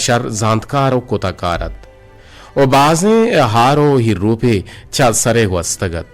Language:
Eastern Balochi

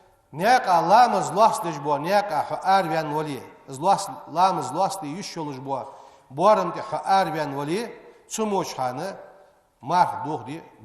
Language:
Ingush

